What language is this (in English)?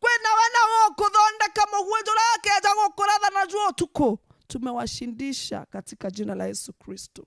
Meru